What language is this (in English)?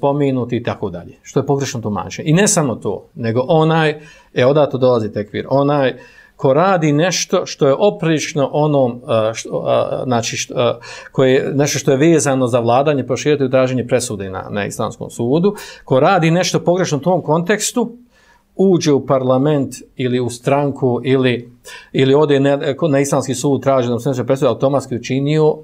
Bosnian